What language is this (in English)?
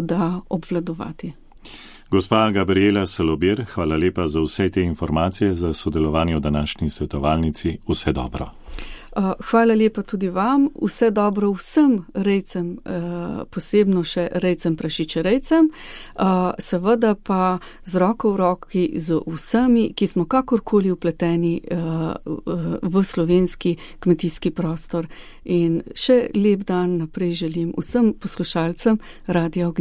Slovenian